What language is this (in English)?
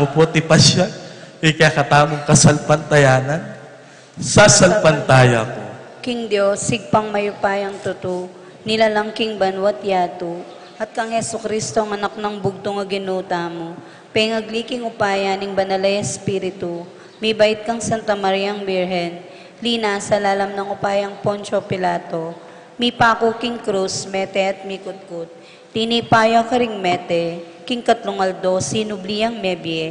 Pampanga